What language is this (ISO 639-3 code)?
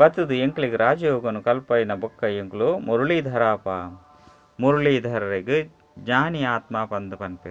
tcy